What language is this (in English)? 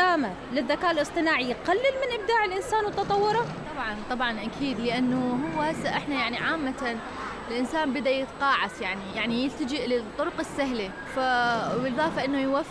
Mesopotamian Arabic